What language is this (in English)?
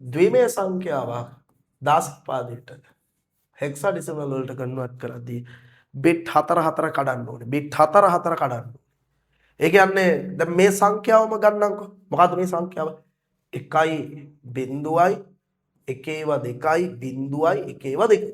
Sinhala